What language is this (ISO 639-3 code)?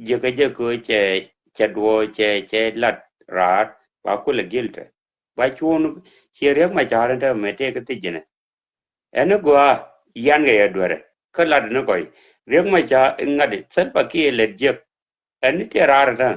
nus